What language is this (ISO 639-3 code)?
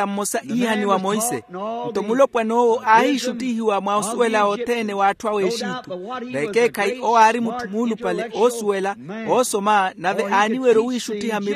vmw